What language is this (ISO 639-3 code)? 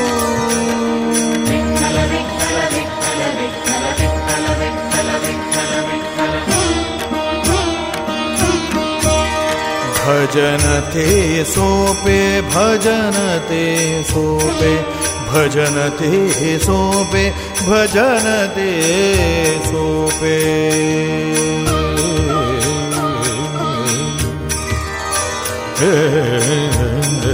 mar